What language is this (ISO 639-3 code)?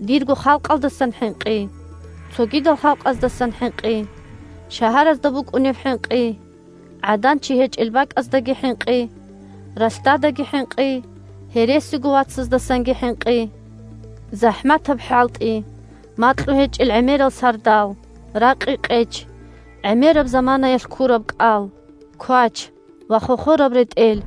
ava